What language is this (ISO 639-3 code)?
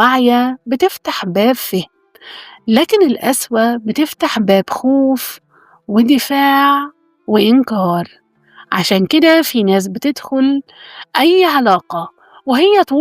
arz